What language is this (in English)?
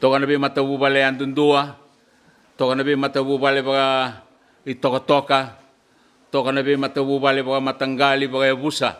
Fijian